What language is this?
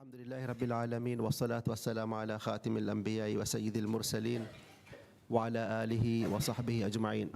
Divehi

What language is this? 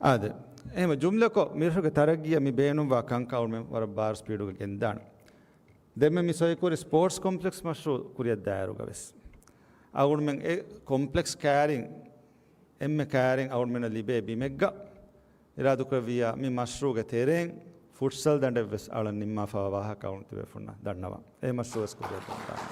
Divehi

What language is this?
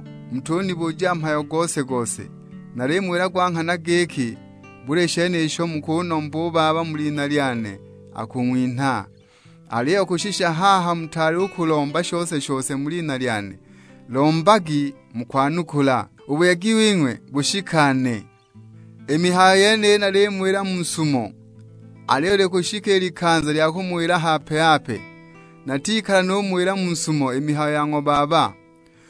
Sukuma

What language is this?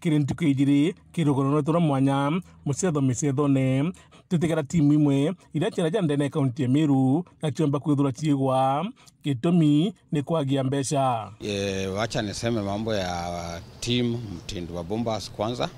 Meru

